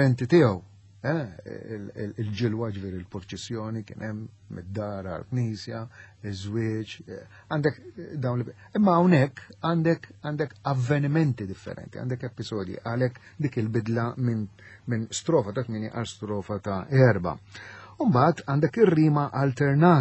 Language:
Maltese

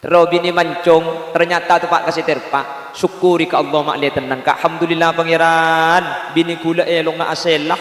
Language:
Madurese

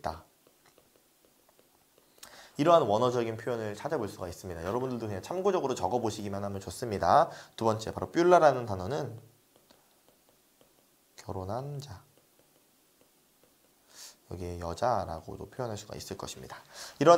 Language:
Korean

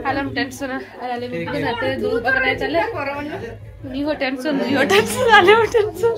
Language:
Santali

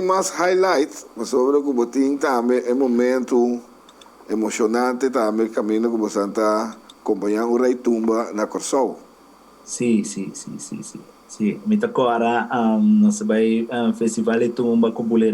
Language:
Papiamento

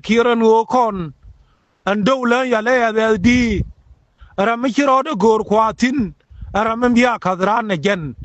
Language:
Nuer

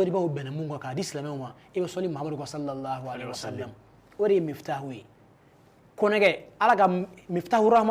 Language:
Bambara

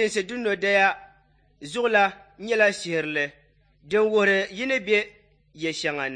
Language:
Dagbani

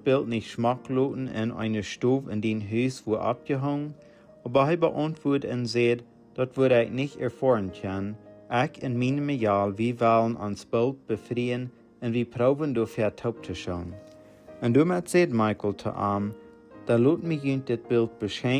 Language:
Plautdietsch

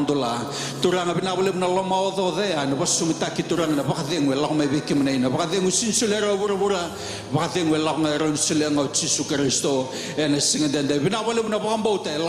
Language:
Fijian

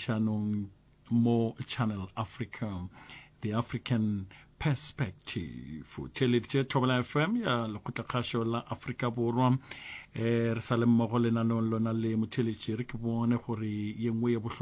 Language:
Northern Sotho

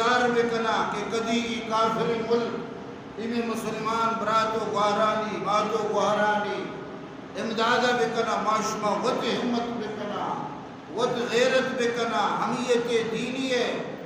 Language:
Baluchi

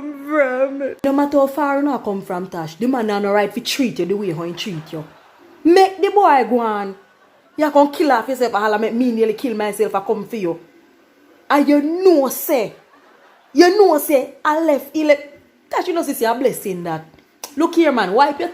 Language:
Jamaican Creole English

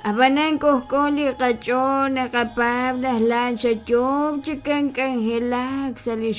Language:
Kekchí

